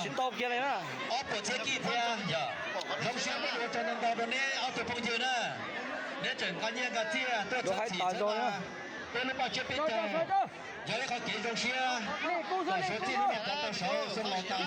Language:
Hmong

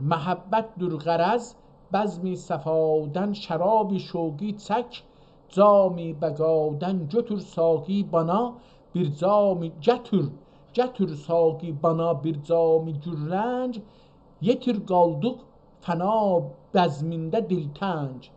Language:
South Azerbaijani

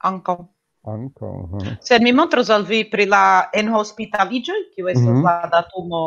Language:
Esperanto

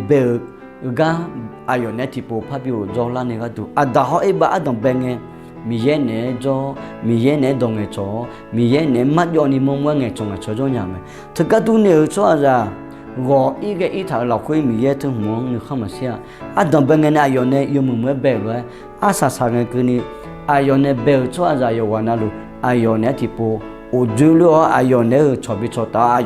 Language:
Akha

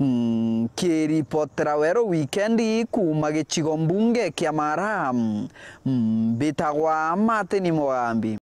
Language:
Meru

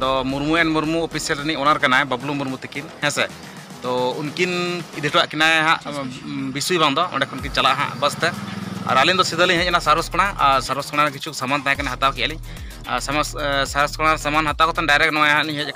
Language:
Santali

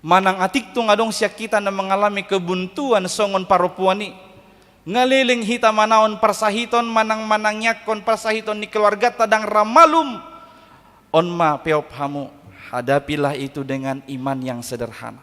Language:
Batak Toba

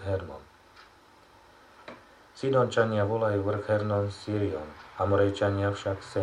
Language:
Slovak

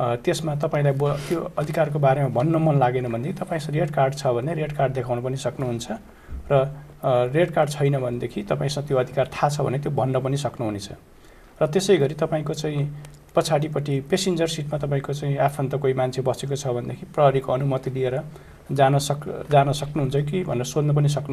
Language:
Nepali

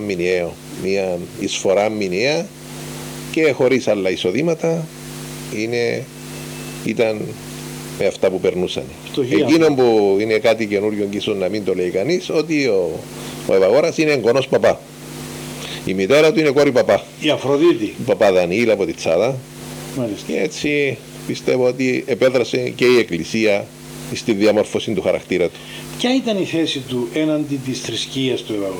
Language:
Greek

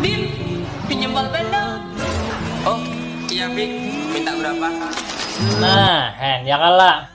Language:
Banjar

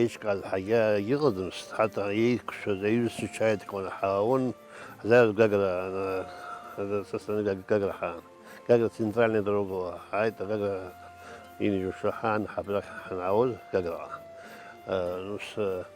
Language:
Abkhazian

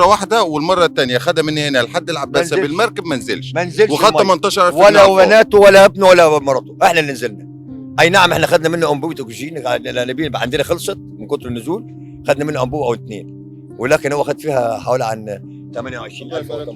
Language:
Egyptian Arabic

